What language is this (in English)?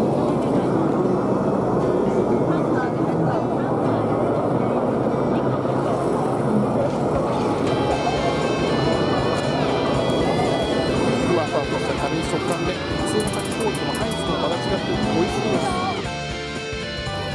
Japanese